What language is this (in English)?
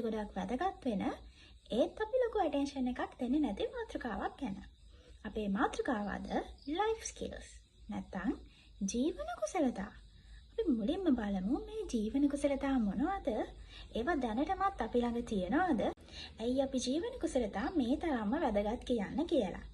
Sinhala